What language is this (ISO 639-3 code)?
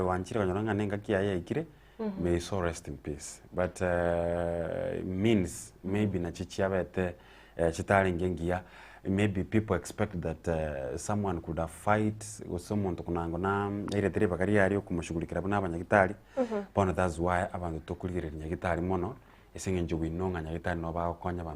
guz